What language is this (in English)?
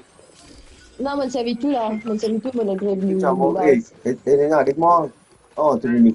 Morisyen